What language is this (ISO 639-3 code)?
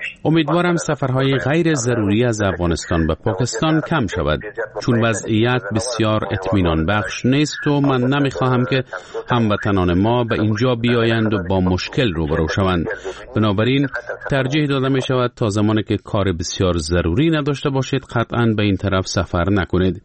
fas